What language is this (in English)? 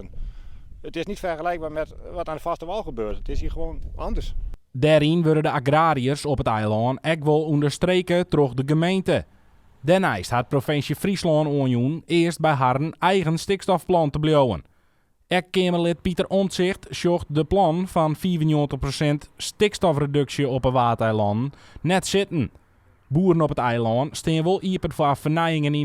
Western Frisian